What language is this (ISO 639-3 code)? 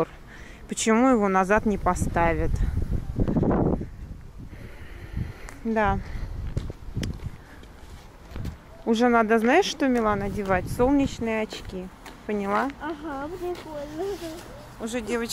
rus